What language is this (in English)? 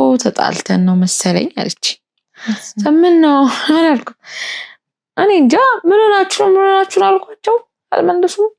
Amharic